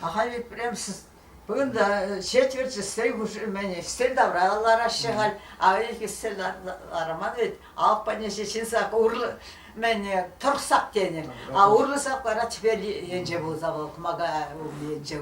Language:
Chuvash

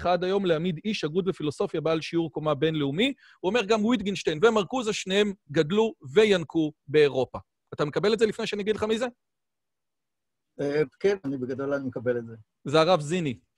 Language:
Hebrew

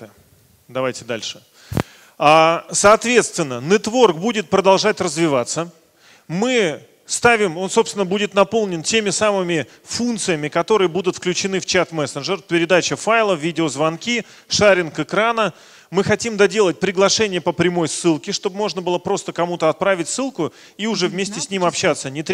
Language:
Russian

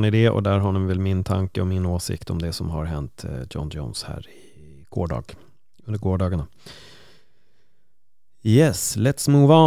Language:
Swedish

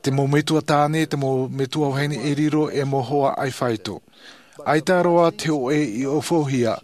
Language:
Tahitian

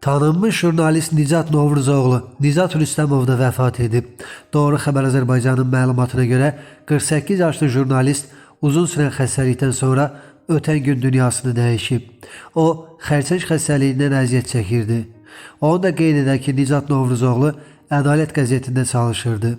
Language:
Azerbaijani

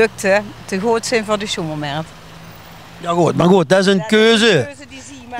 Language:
Limburgish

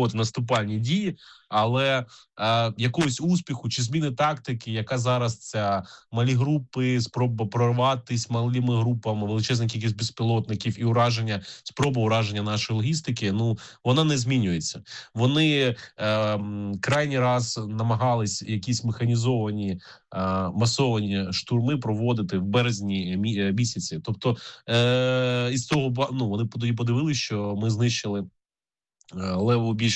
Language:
Ukrainian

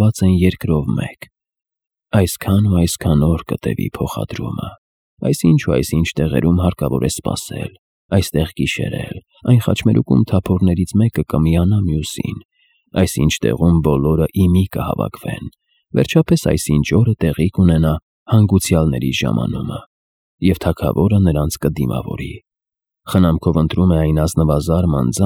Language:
Armenian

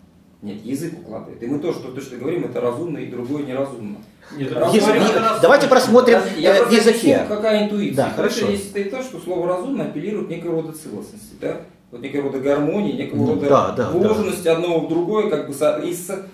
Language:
Russian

